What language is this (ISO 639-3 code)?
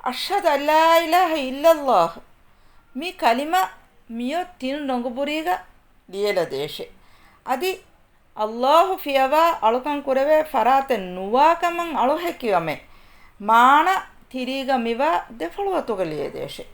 div